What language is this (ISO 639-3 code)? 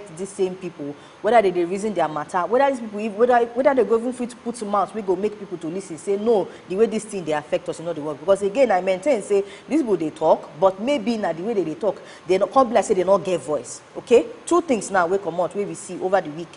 pcm